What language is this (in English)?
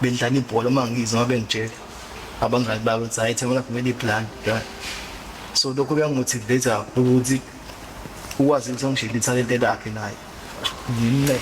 Zulu